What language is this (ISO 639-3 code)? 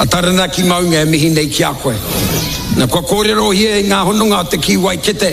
mri